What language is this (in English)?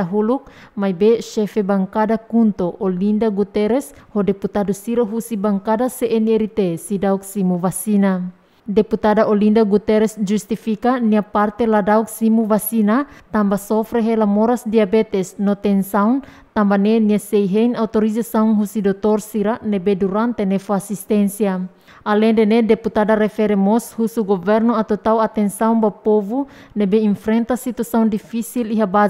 Tetum